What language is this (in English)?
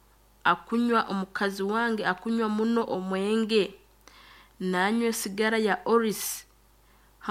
Nyankole